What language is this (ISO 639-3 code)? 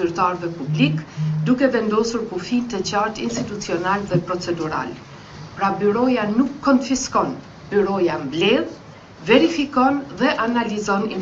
sqi